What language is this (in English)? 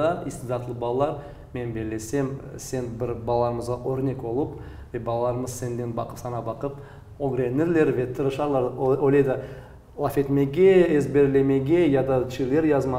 Crimean Tatar